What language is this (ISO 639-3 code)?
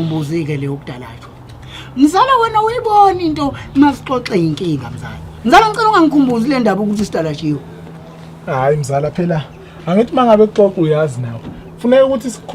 zul